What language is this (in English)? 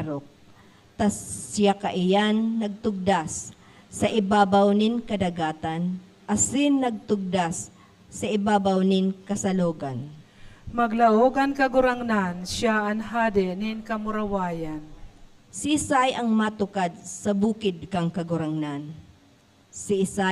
Bikol